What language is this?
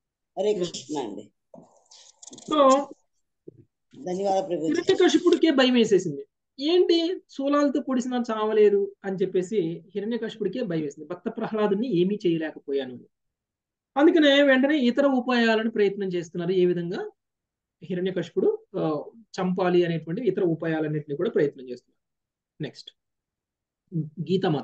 Telugu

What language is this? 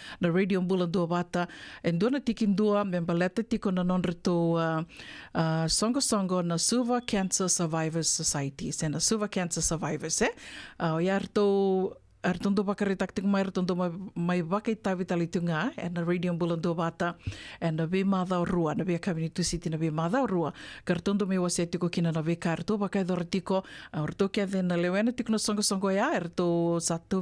Fijian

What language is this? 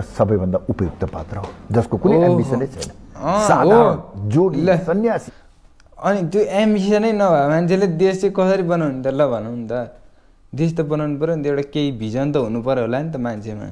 Nepali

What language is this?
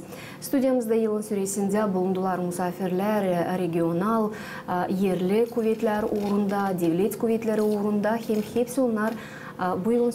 Gagauz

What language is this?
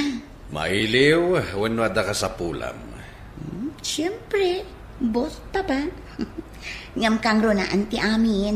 Iloko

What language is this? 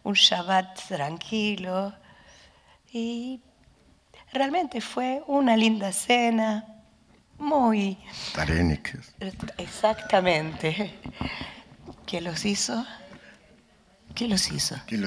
Spanish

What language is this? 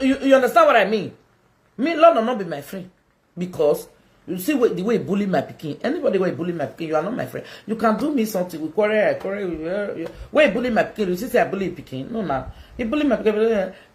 Nigerian Pidgin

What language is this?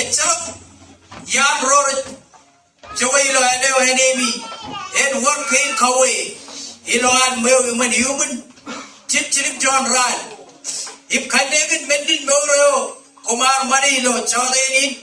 Marshallese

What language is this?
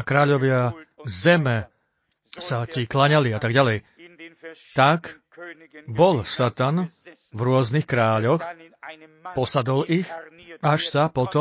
Slovak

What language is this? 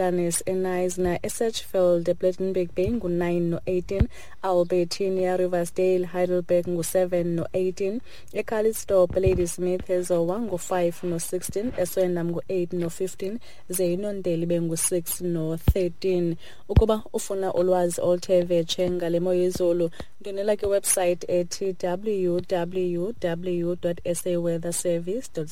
Xhosa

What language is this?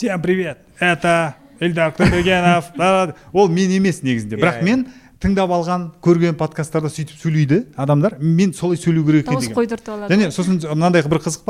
Kazakh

